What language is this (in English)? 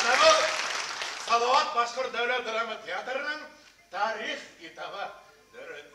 Bashkir